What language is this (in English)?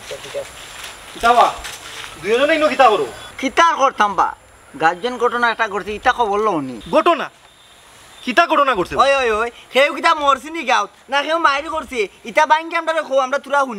Sylheti